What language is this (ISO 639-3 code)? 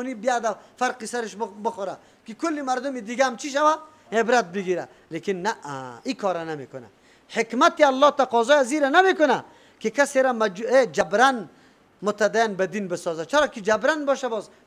fas